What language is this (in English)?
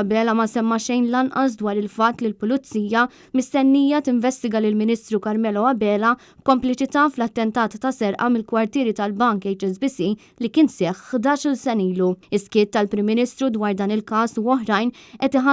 Maltese